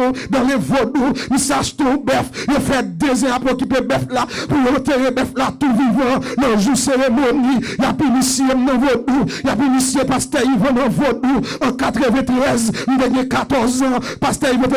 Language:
Haitian Creole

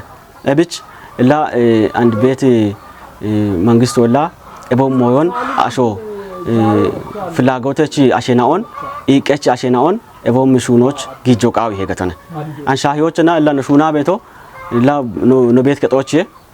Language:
Kafa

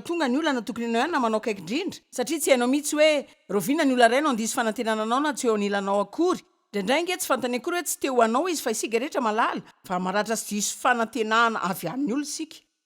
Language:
Malagasy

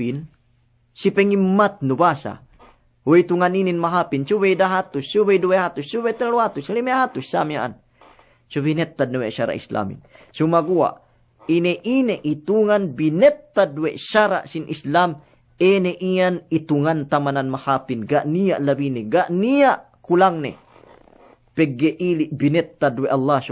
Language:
Yakan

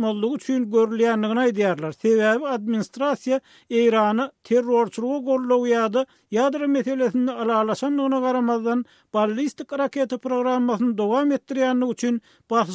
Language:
Turkmen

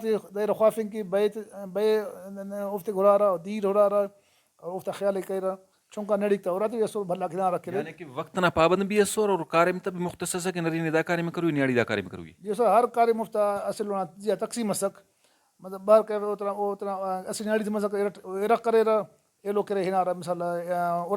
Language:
Brahui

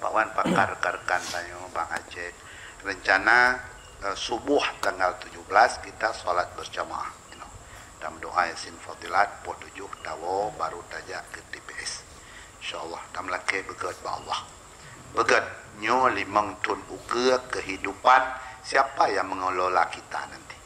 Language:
Achinese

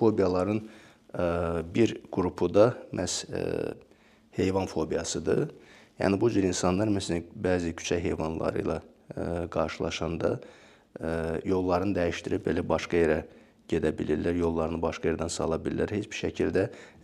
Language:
Azerbaijani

